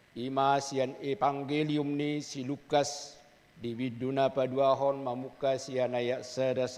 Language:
Batak Toba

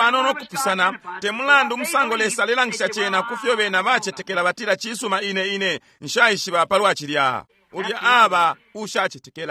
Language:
Bemba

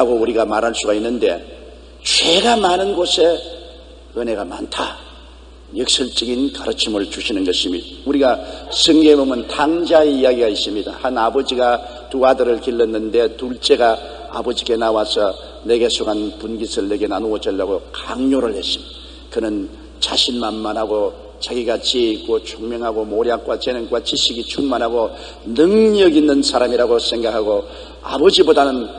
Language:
Korean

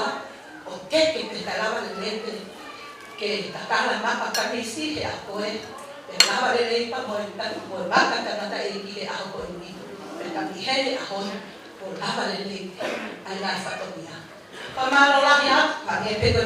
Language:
Tongan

